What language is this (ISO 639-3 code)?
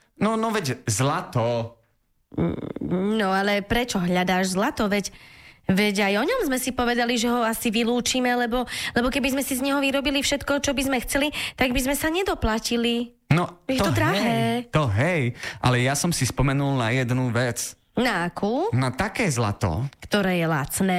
slk